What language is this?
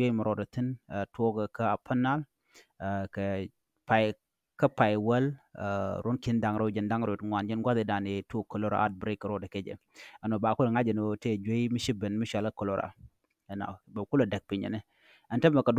Nuer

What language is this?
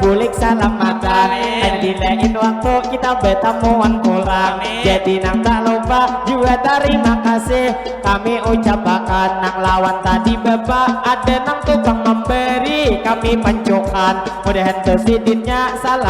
Banjar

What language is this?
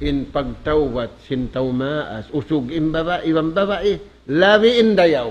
Tausug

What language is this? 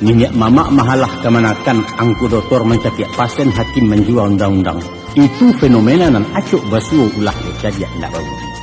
Minangkabau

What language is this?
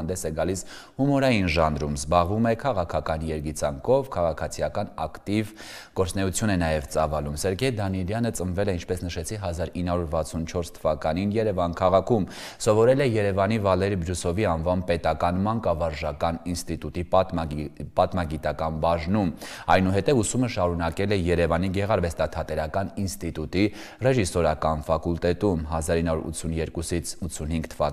Armenian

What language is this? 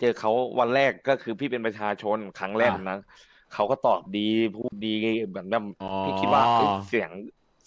Thai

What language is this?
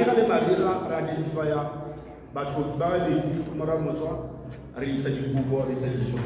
Tswana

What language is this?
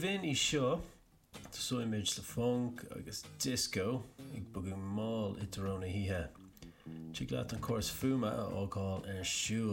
Irish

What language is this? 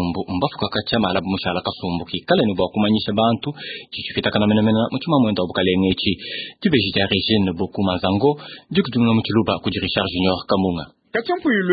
Luba-Lulua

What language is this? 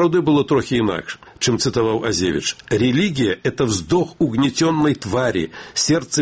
Belarusian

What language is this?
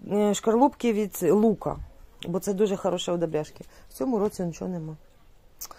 Ukrainian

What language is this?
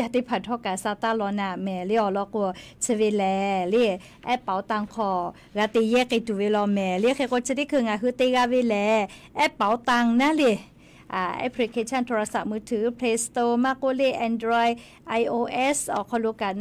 Lahu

